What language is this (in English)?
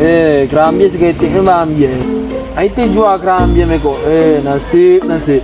Minangkabau